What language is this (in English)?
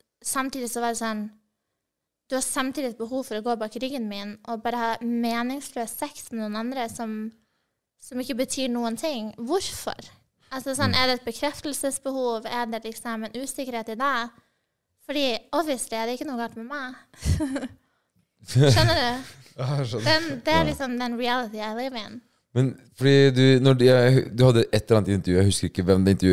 Norwegian